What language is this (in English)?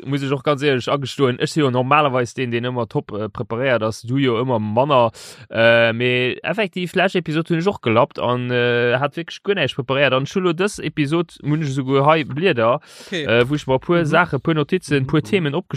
Luxembourgish